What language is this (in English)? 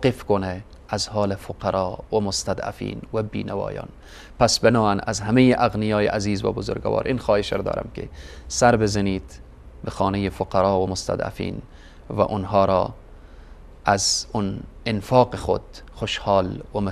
Persian